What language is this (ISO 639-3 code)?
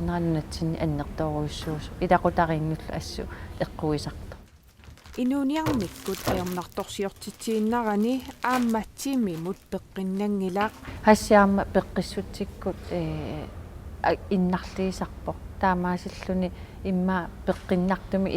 kal